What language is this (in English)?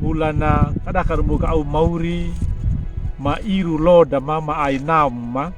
Anakalangu